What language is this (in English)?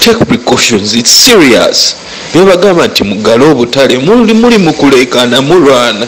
Ganda